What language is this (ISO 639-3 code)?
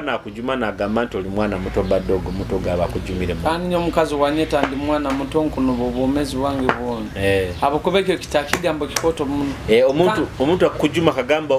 nyo